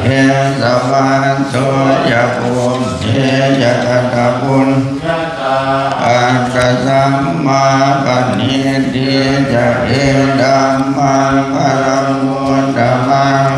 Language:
Pali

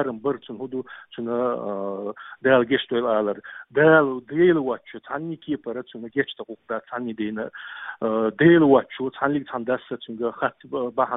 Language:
Chechen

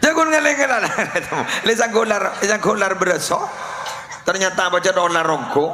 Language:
Madurese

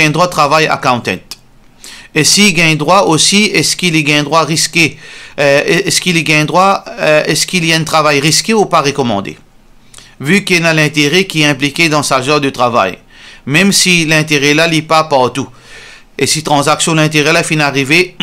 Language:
Morisyen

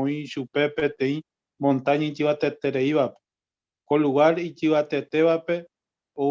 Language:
Guarani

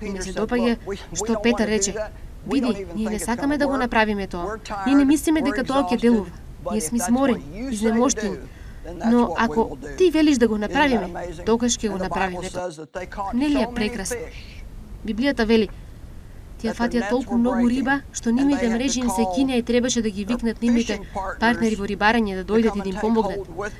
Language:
Macedonian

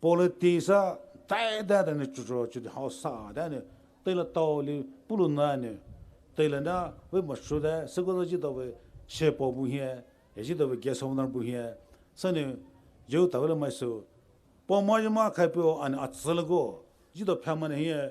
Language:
Poumei Naga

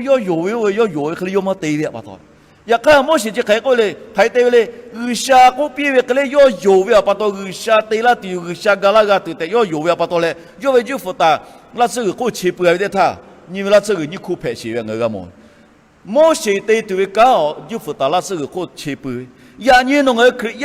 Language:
Lahu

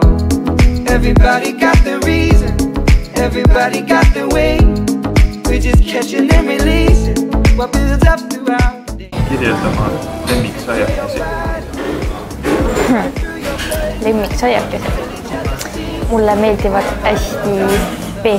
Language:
Estonian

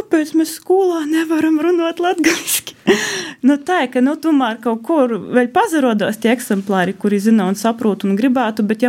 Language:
Latvian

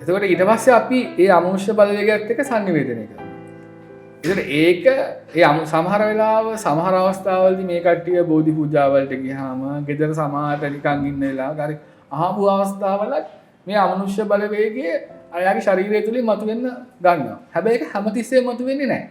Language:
Sinhala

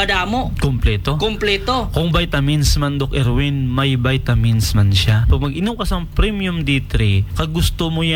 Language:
Hiligaynon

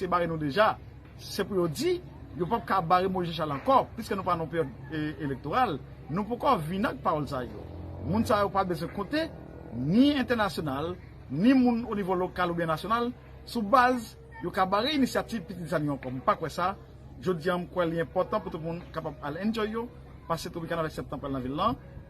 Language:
Haitian Creole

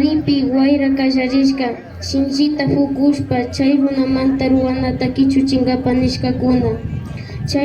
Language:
Imbabura Highland Quichua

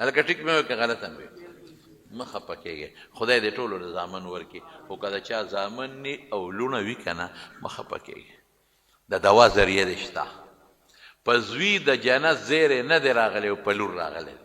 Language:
Pashto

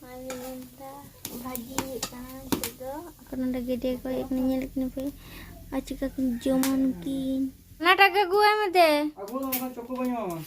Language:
Santali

